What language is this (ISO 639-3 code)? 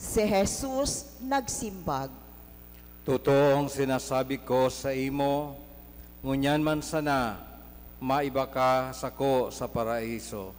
bik